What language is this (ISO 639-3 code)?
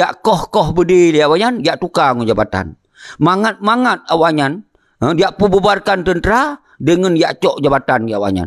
ace